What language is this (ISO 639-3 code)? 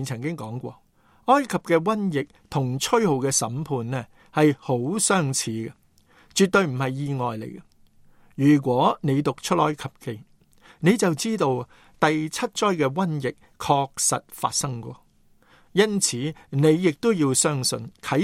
yue